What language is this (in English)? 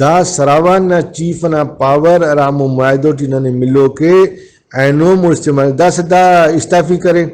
Brahui